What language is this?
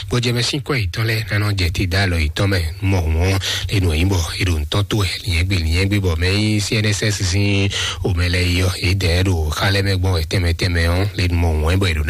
Fon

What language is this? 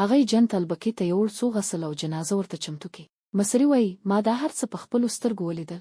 Pashto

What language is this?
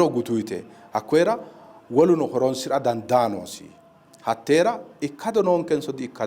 Sidamo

